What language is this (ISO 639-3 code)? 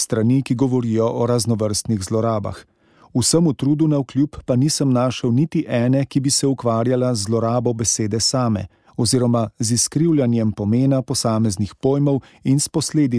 slv